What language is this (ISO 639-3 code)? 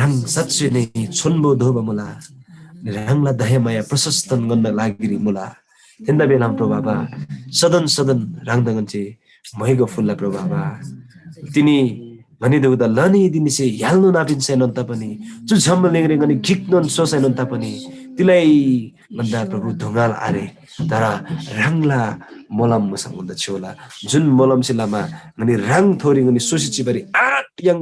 taj